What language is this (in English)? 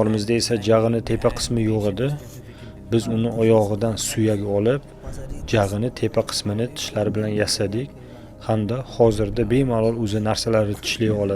Uzbek